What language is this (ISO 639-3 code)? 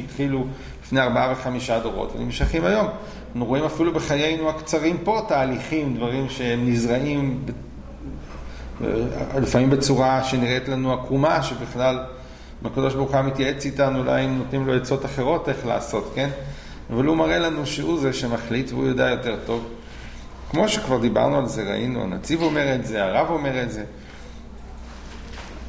heb